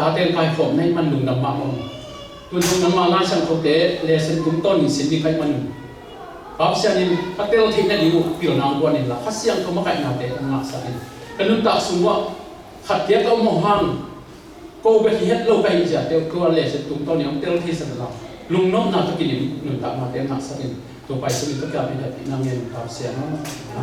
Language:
Tedim Chin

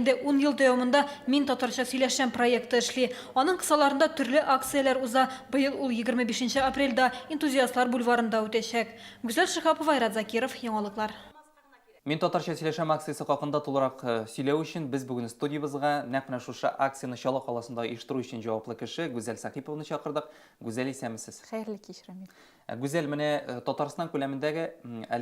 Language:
Tatar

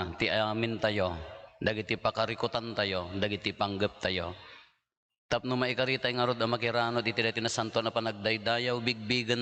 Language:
Iloko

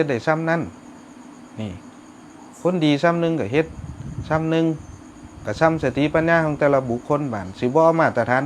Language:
Northeastern Thai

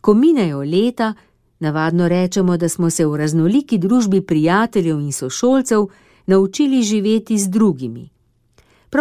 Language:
Slovenian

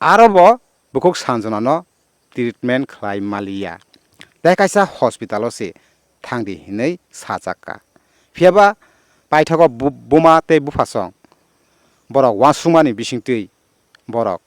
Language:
Kok Borok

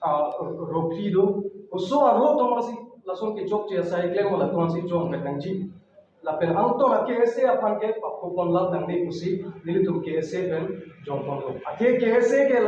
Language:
Karbi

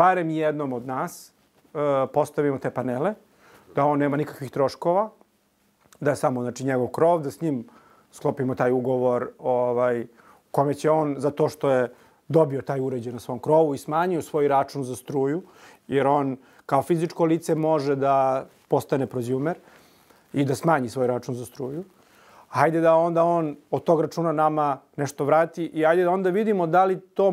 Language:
Serbian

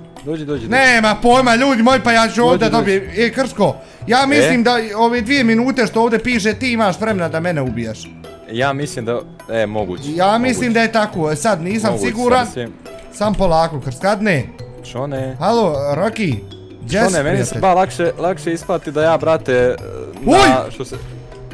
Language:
Bosnian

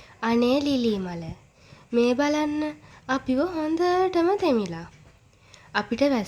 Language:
Sinhala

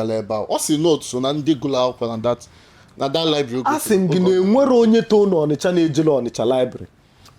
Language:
Igbo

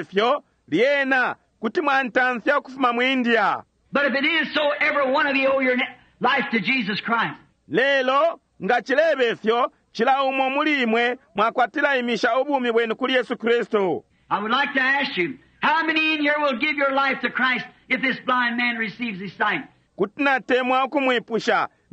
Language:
Bemba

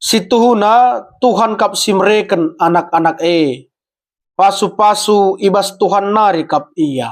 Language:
Batak Karo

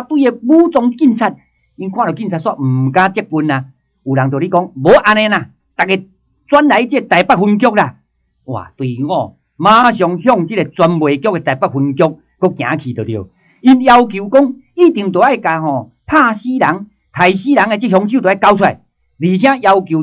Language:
Min Nan Chinese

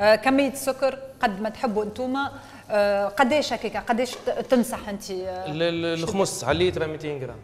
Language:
Tunisian Arabic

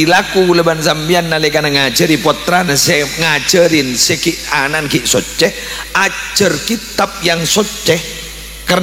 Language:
Madurese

